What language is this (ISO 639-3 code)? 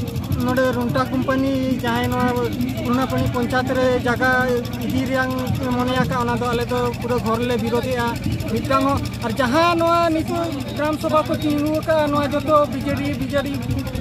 sat